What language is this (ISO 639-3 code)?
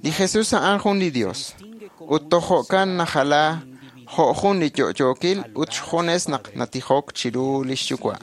kek